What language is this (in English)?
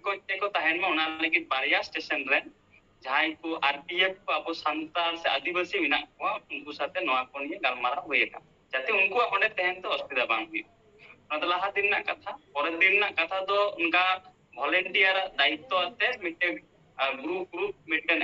Santali